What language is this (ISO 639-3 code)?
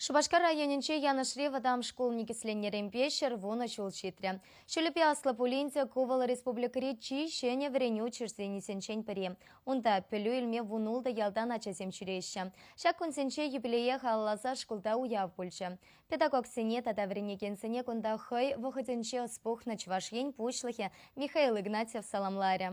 chv